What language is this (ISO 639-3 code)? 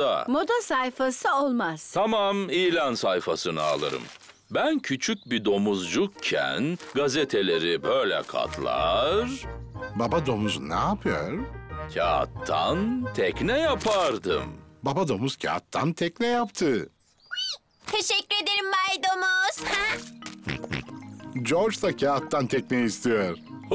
tur